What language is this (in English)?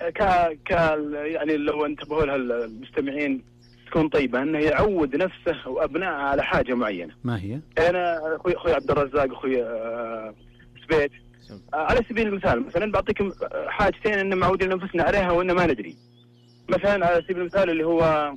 Najdi Arabic